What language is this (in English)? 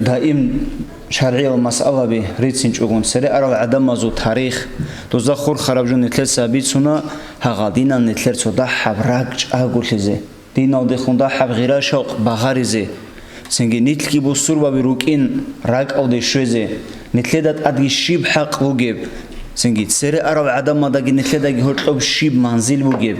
Avaric